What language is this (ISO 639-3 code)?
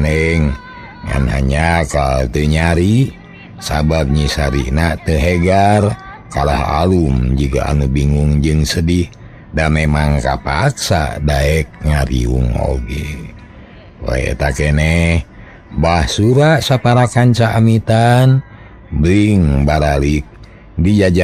sun